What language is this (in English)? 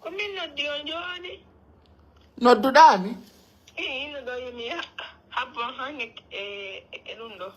Pular